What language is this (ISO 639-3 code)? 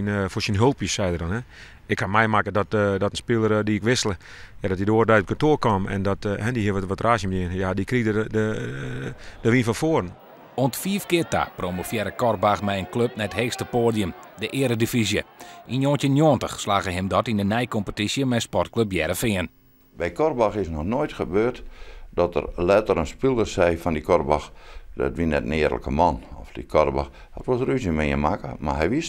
fry